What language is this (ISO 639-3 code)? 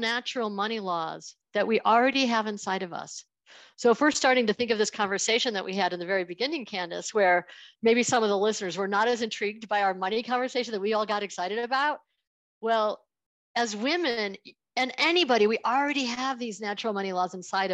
eng